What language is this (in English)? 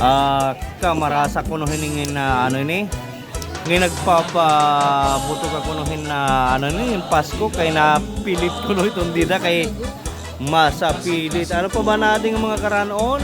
Waray